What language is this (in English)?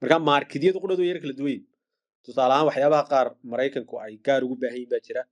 Somali